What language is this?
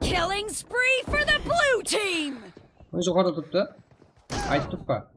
Kara-Kalpak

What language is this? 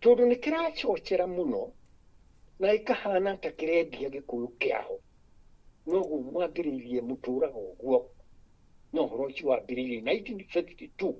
Kikuyu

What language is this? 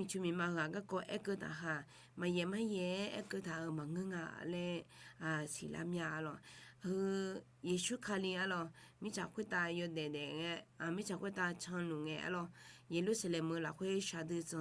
Akha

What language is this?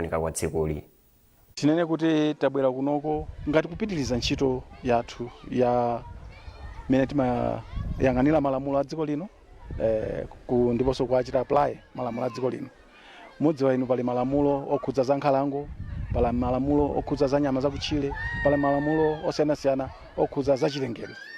Nyanja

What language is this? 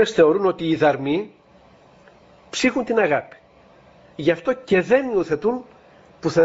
Greek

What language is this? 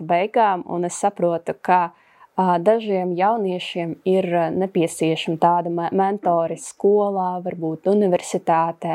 Latvian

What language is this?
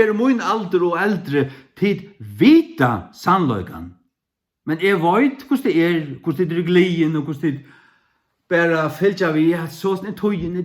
Faroese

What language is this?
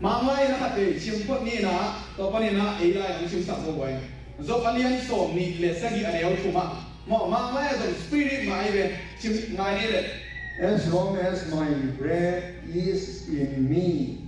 Tedim Chin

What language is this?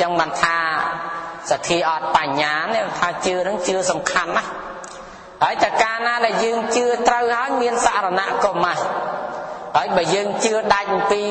Khmer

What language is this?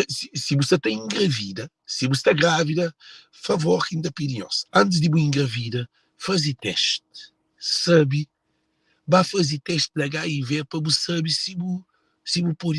Kabuverdianu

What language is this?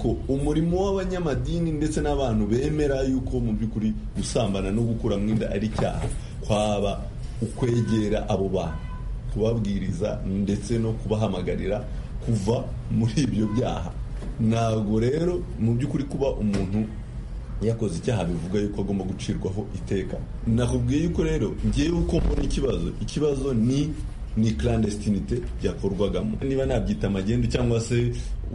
Kinyarwanda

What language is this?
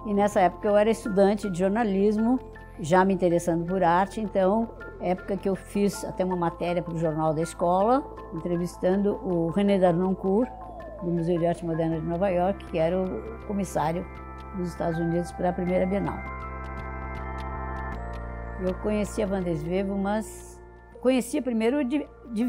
Portuguese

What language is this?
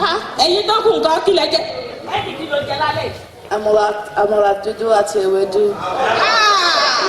Yoruba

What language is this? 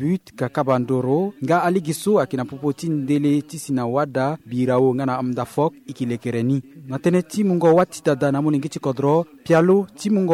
Sango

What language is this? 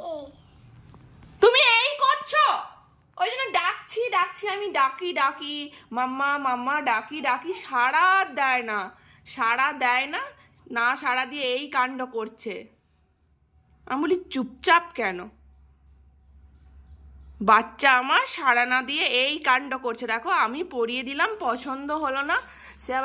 Bangla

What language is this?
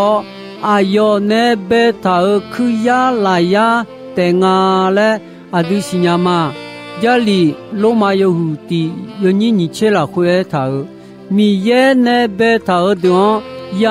Akha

